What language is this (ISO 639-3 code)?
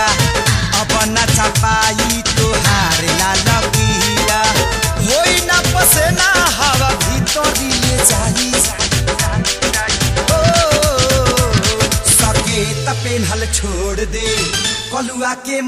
bho